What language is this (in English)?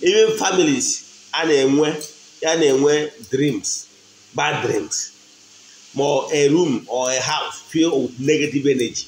Igbo